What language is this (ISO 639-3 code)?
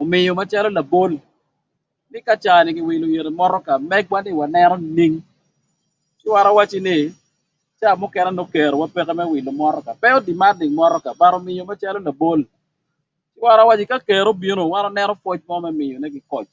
ach